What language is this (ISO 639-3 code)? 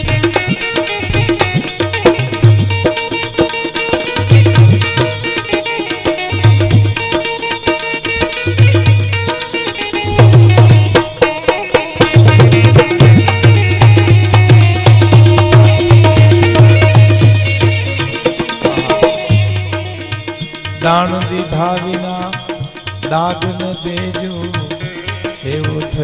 guj